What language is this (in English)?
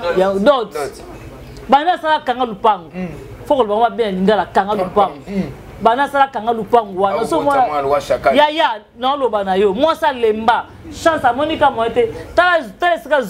Lingala